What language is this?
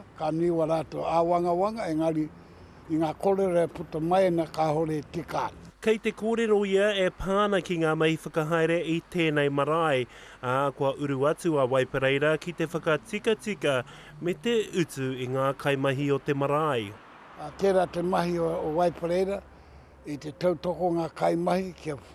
Māori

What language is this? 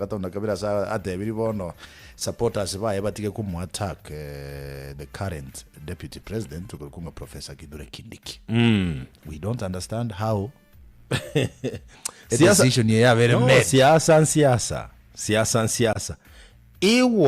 Gusii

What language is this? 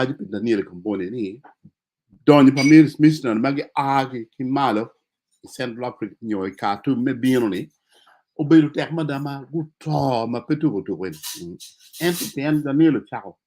Acoli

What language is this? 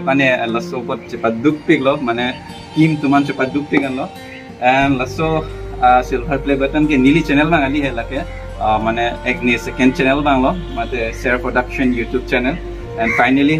Karbi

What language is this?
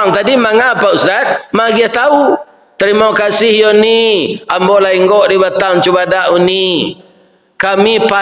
Minangkabau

